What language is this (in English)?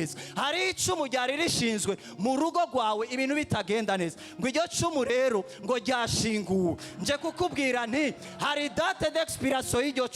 Rundi